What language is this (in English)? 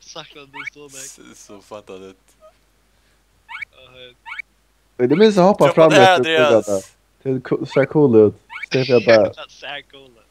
Faroese